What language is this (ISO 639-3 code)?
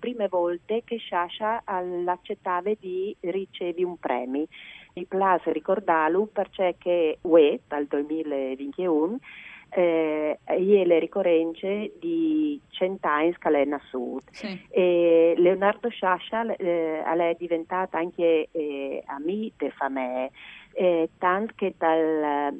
fur